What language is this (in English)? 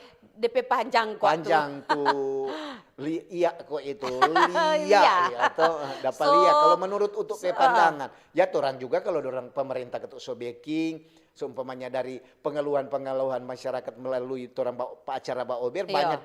Manado Malay